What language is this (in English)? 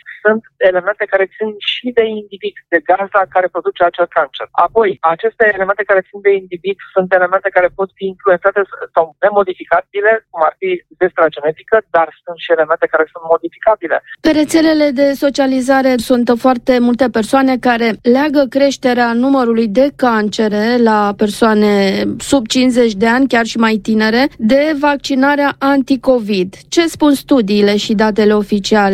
Romanian